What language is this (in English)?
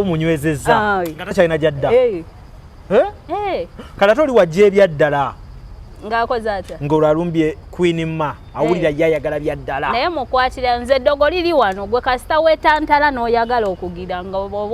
Ganda